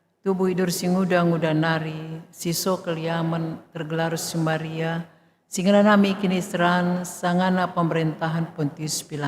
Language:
Batak Karo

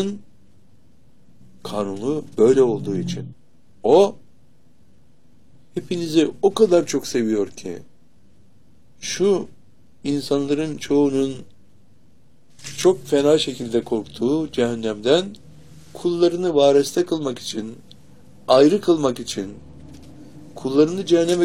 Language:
Turkish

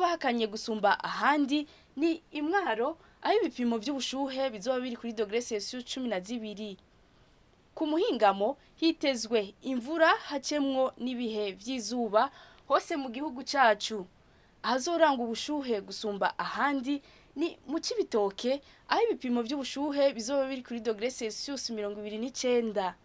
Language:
Rundi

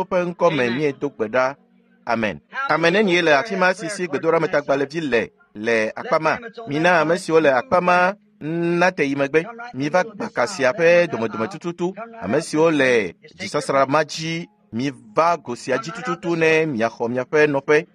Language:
Ewe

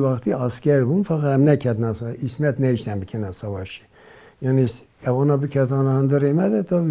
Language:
Kurdish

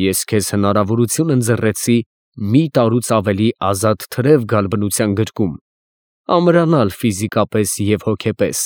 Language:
Armenian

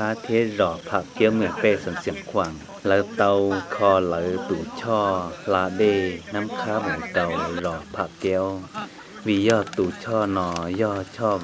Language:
Hmong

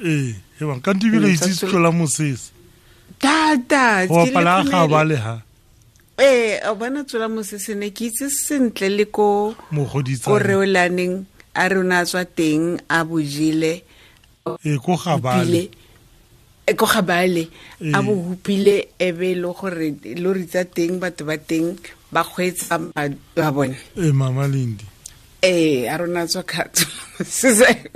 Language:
Tswana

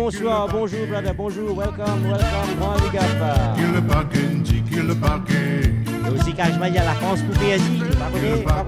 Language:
Morisyen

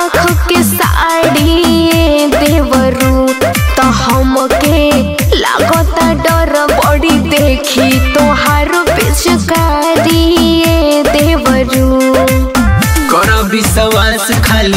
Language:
Bhojpuri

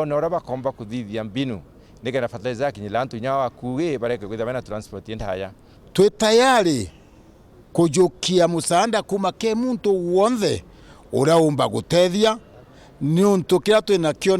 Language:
Meru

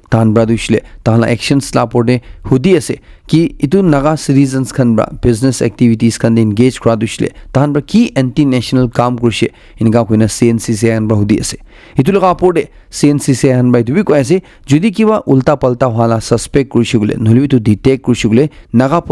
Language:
Naga Pidgin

